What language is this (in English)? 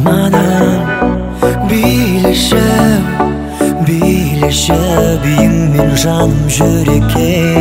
Kazakh